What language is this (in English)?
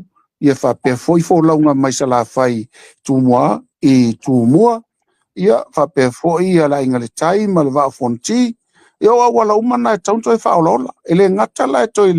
Samoan